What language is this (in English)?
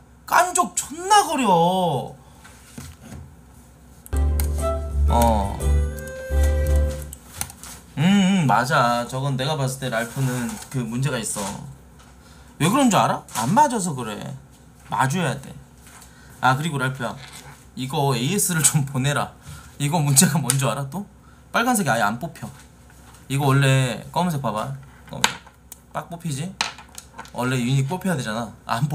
Korean